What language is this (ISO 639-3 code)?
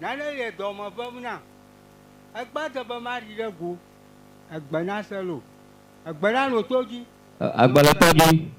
ewe